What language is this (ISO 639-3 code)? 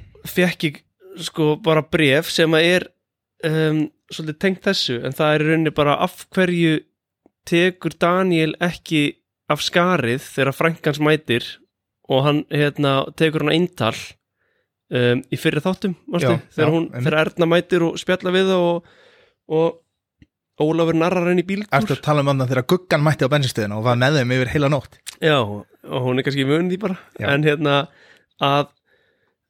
isl